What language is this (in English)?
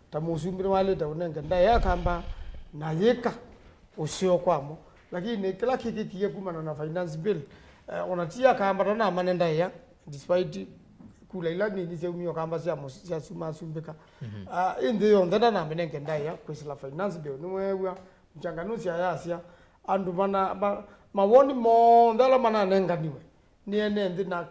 Kamba